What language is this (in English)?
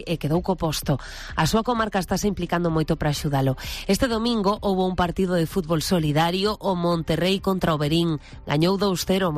Galician